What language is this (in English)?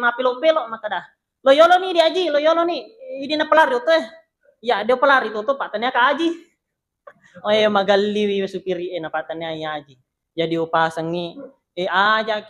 Buginese